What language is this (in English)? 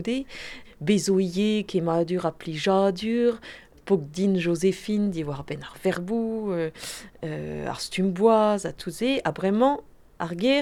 Breton